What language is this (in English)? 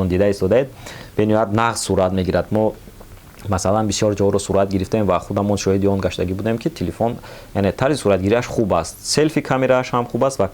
Tajik